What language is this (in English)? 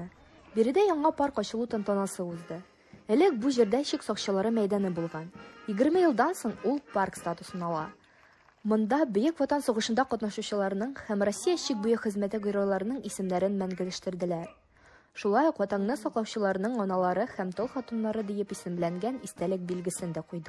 Tatar